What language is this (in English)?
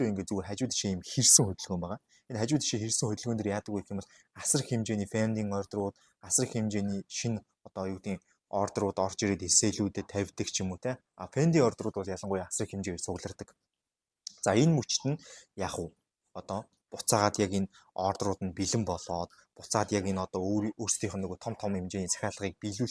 Mongolian